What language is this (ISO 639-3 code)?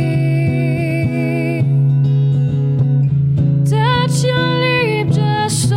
fra